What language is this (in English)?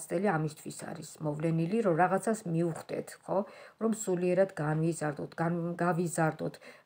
Georgian